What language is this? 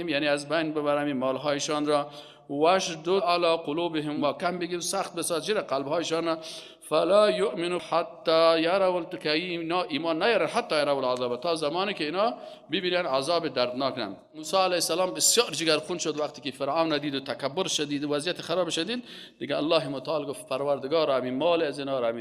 Persian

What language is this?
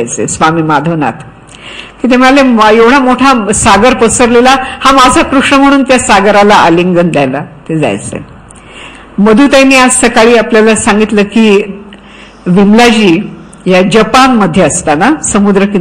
Marathi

